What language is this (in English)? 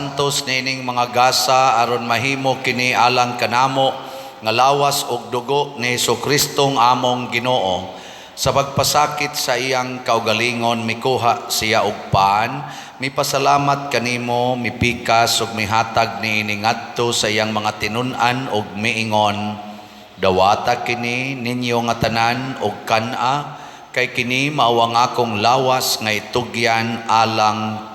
Cebuano